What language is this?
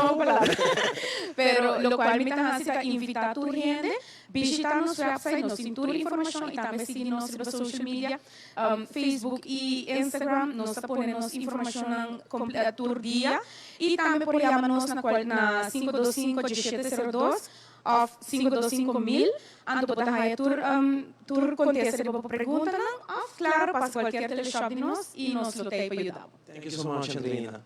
Papiamento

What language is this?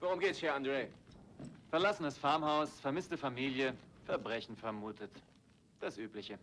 Bavarian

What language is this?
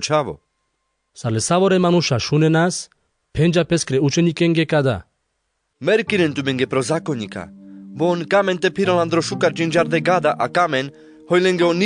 Carpathian Romani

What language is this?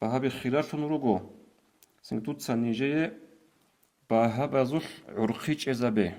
Avaric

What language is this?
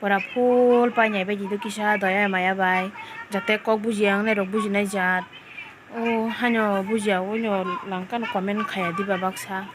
Kok Borok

